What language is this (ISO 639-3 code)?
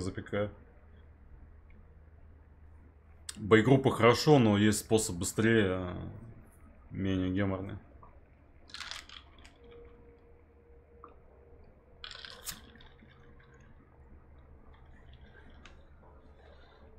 rus